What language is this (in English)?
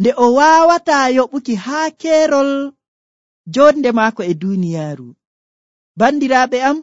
Nigerian Fulfulde